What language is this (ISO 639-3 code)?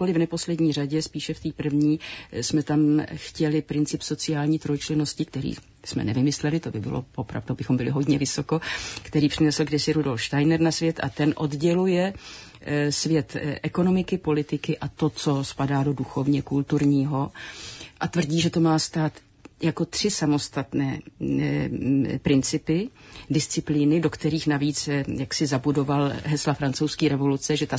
ces